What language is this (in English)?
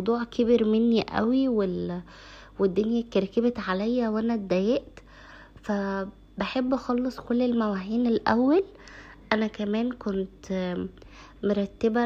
Egyptian Arabic